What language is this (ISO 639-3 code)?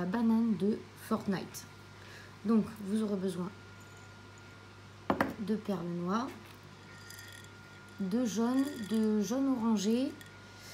fra